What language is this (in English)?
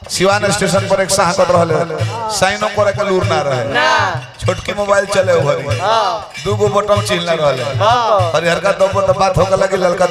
Bhojpuri